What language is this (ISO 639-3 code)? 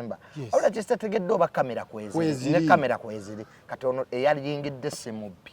lug